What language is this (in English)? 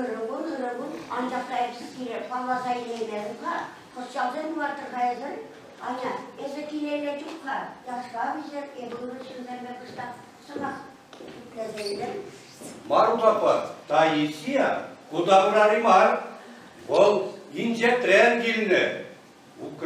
Chuvash